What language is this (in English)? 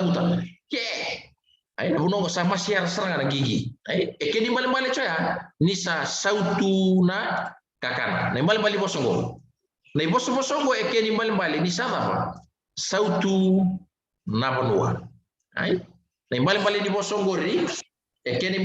Fijian